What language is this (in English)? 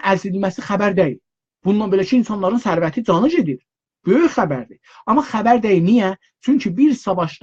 South Azerbaijani